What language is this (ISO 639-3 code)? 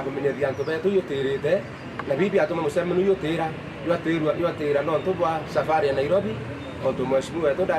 mer